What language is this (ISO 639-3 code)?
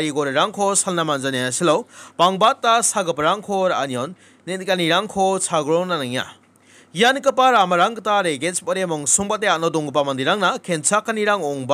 grt